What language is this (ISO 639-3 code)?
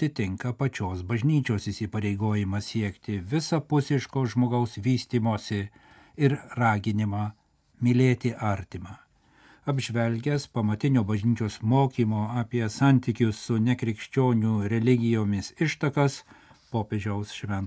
lit